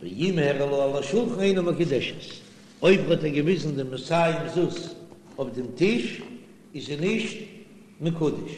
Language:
Yiddish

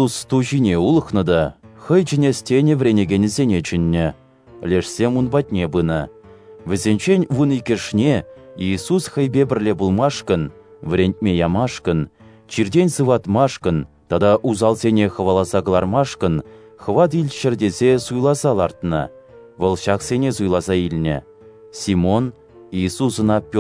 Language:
Chuvash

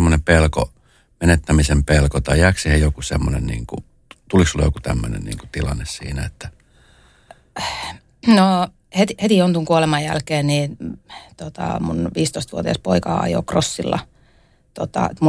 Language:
Finnish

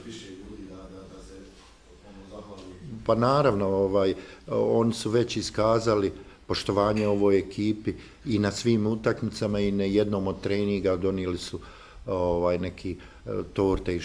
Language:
Bosnian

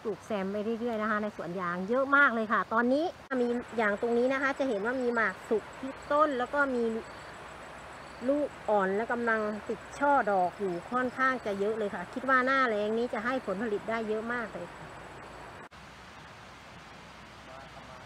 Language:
Thai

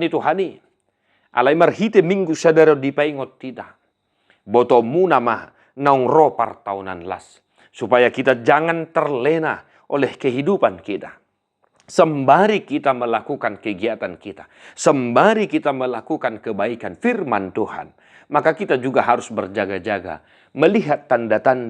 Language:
Batak Toba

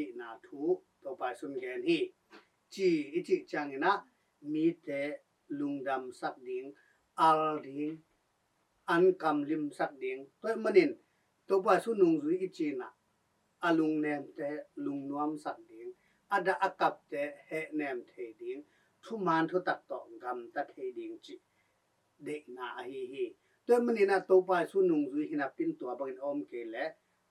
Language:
Tedim Chin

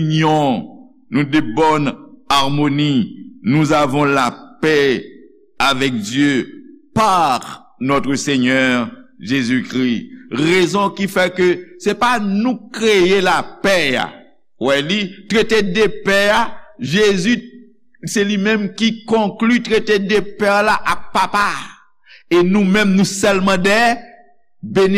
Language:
Haitian Creole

